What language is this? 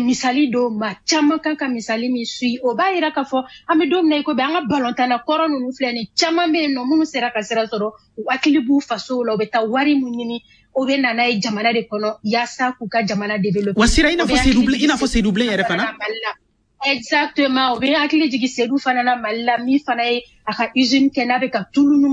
Bambara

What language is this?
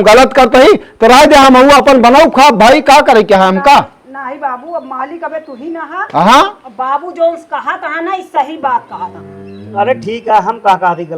Awadhi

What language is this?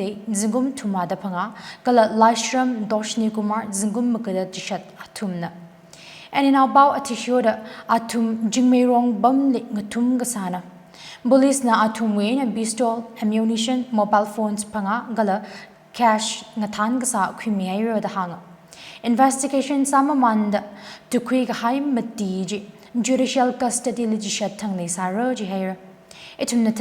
Tangkhul Naga (India)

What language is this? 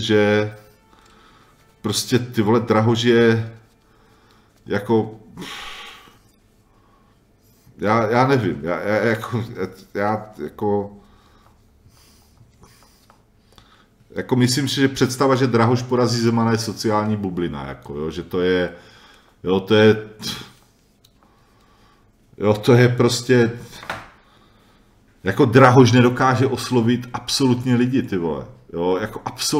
Czech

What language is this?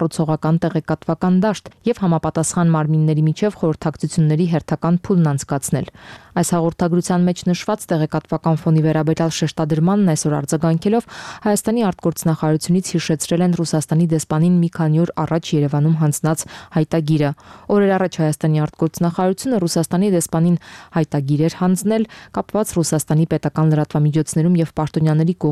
Armenian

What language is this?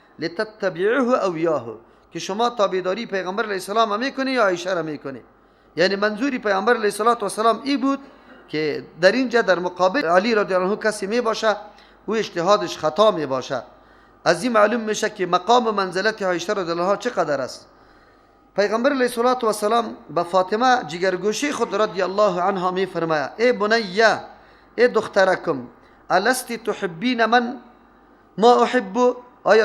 Persian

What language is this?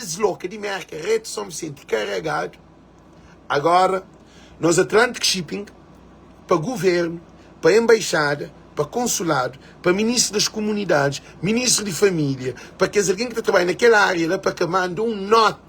Kabuverdianu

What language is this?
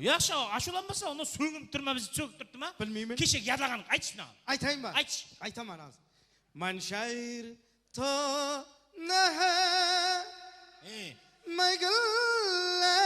Kara-Kalpak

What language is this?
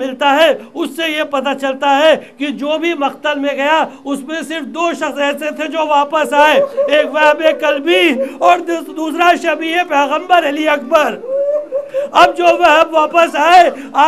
Urdu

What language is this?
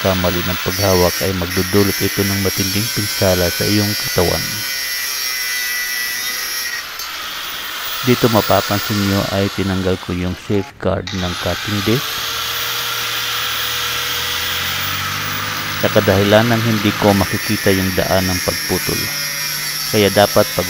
Filipino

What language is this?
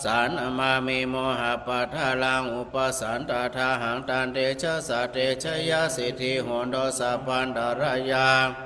Pali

